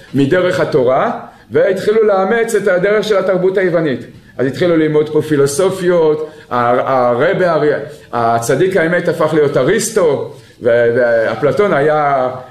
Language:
Hebrew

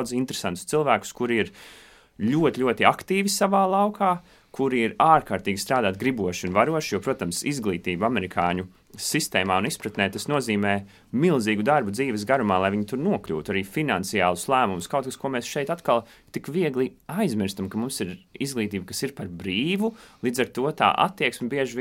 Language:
Latvian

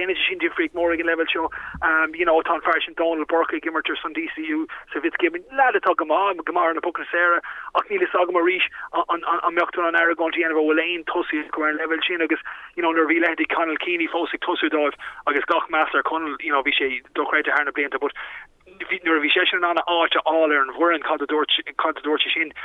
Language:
Irish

